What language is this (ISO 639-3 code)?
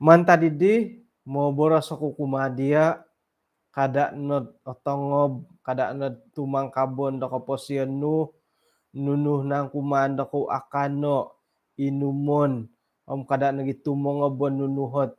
dtp